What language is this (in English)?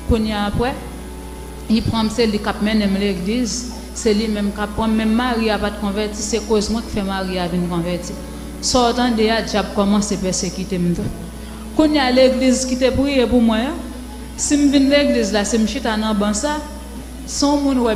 Haitian Creole